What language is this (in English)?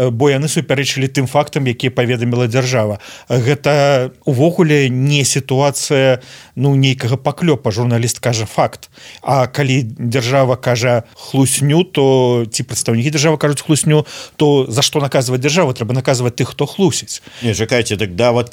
Belarusian